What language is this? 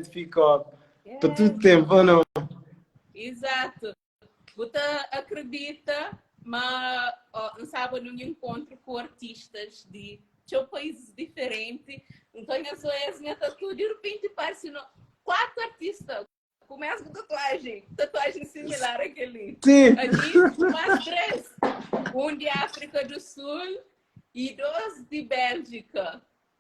Kabuverdianu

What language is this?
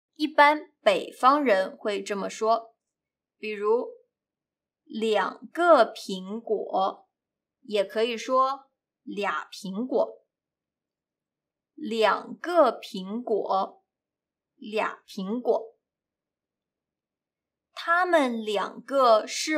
Chinese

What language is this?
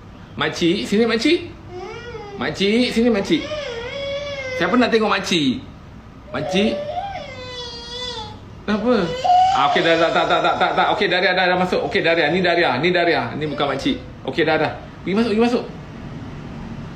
Malay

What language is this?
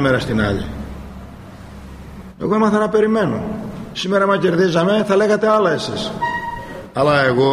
Greek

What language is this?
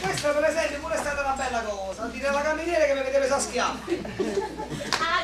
Neapolitan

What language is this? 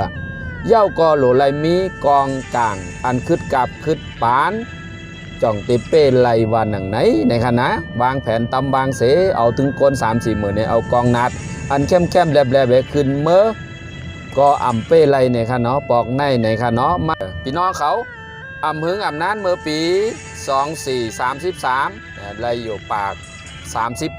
Shan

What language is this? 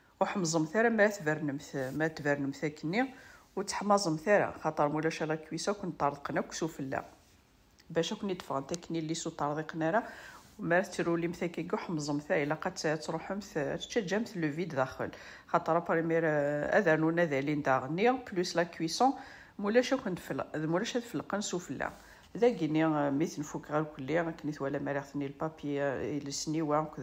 Kabyle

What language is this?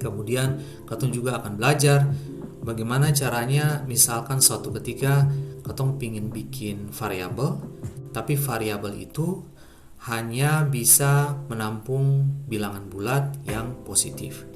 Ambonese Malay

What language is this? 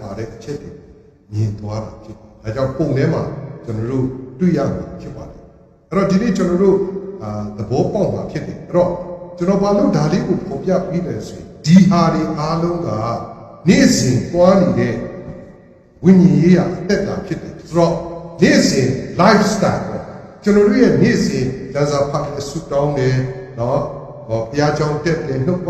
Burmese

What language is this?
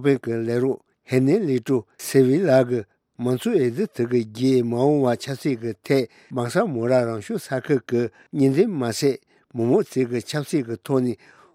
Tibetan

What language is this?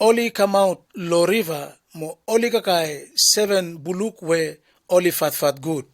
Bislama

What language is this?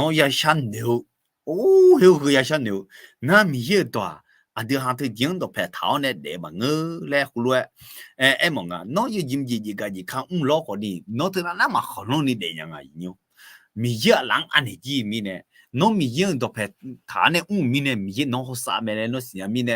Akha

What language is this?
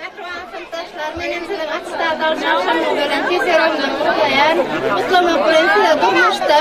Turkmen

